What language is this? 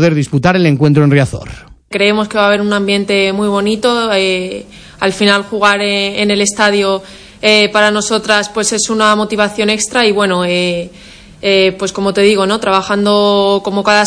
Spanish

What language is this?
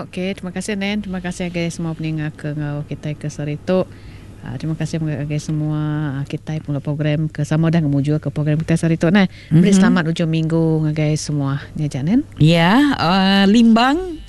Iban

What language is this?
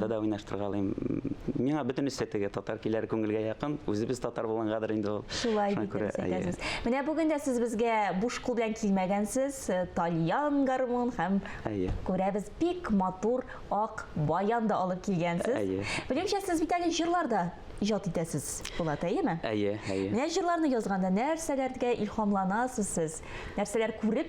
Tatar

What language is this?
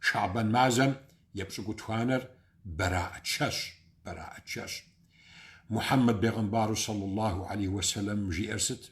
Kabardian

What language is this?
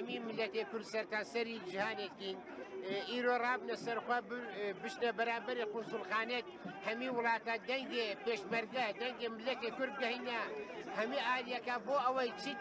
Kurdish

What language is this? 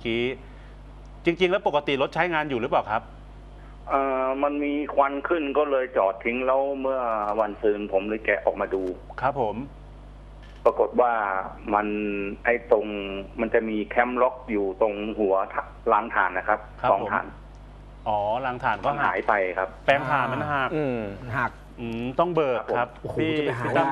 Thai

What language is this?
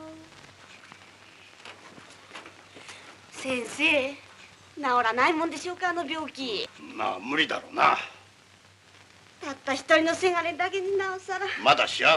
Japanese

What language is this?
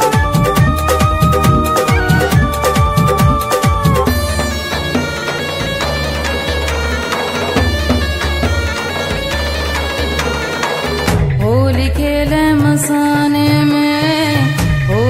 Bhojpuri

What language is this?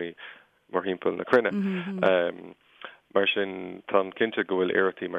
Irish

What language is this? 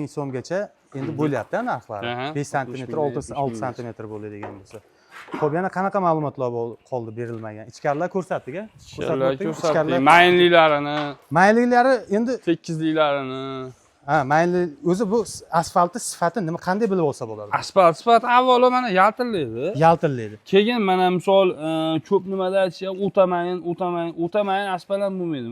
Uzbek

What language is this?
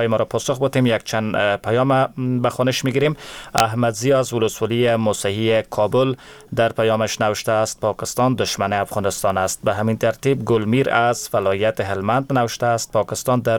Persian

